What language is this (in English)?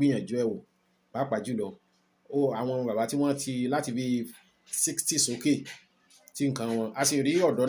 Yoruba